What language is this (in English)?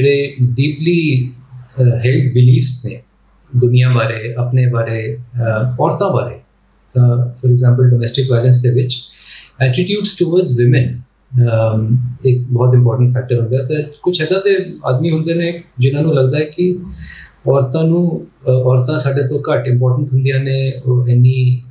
Punjabi